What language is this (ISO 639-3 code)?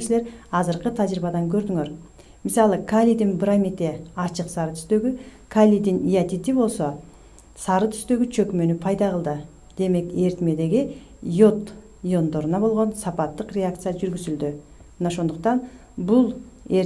kir